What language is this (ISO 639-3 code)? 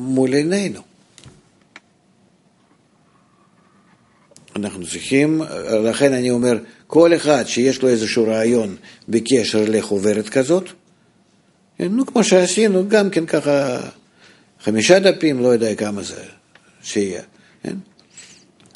heb